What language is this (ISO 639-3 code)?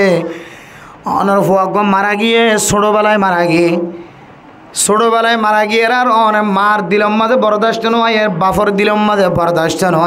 rhg